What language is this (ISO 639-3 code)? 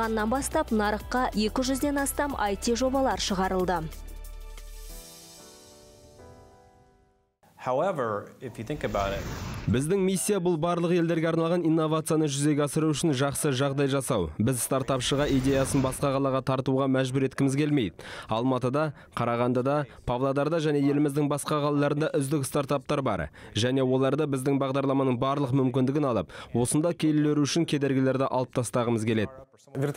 kaz